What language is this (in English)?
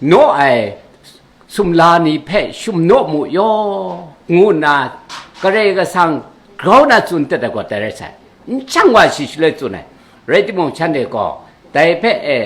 Kachin